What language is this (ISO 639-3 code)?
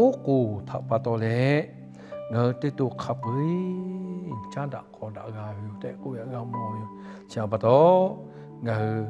lhu